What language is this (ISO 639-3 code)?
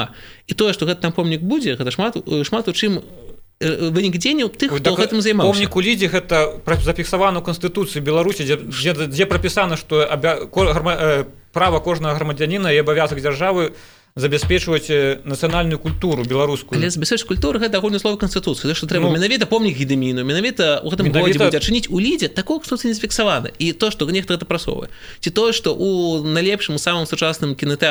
bel